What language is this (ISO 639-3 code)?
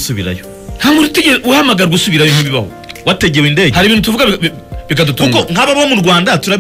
kin